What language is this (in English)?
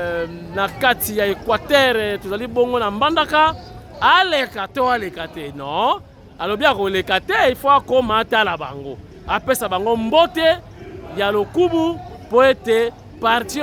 Lingala